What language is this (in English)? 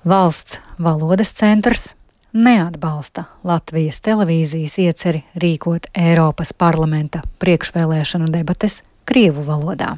Latvian